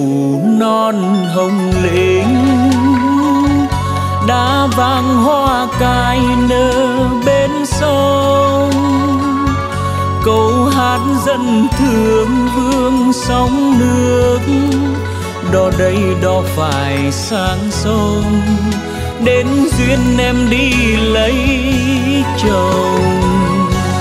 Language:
Vietnamese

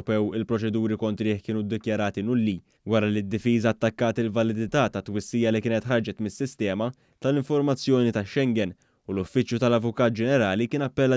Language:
Maltese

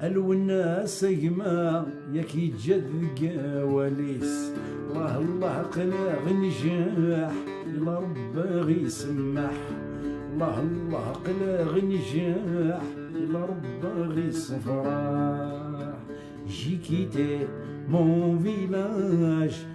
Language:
Kabyle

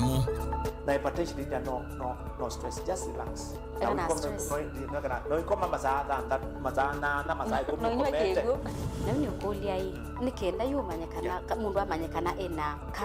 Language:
Kamba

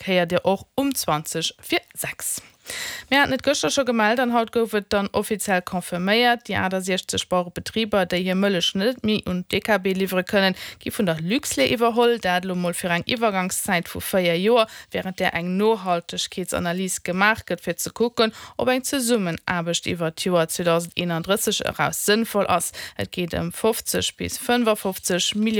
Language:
Luxembourgish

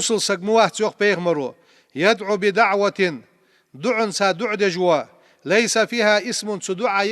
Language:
Ingush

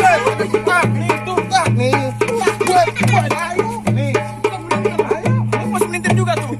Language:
Betawi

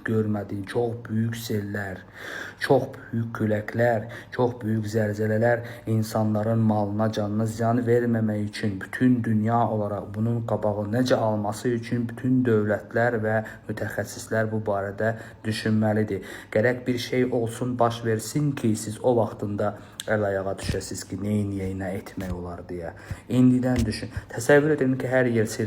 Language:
Azerbaijani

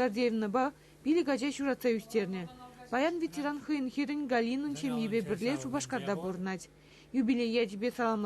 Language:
Chuvash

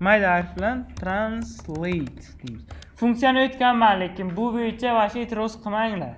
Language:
Uzbek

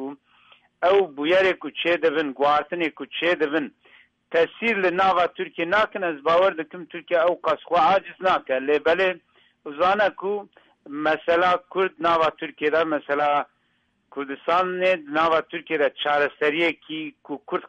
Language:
Kurdish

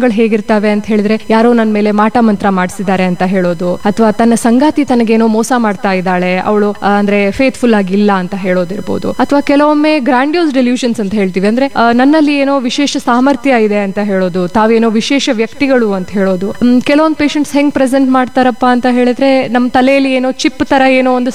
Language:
Kannada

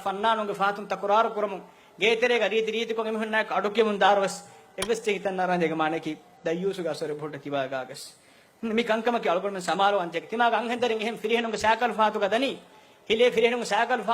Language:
Divehi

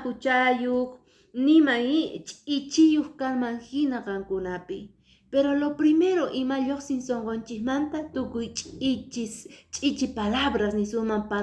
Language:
Quechua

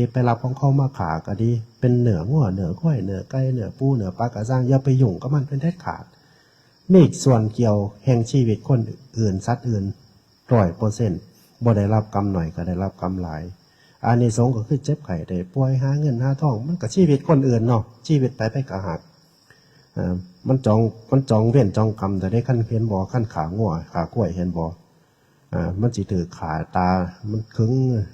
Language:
Northeastern Thai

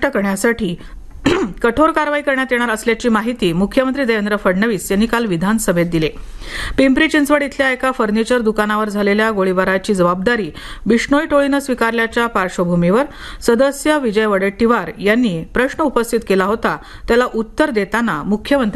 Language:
Marathi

